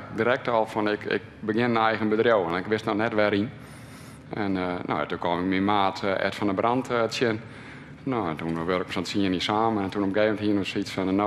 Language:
Western Frisian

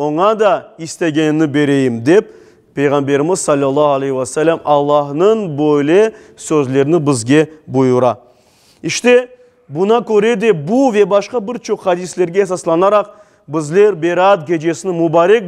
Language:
Crimean Tatar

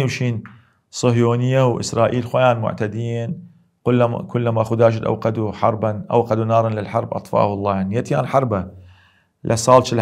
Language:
Southern Kurdish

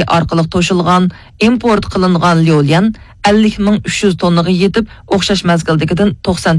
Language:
Uyghur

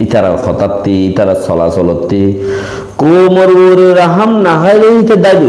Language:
Rohingya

